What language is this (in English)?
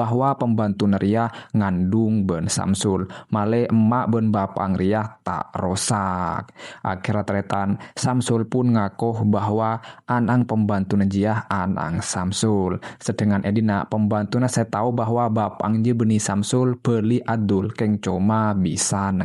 Madurese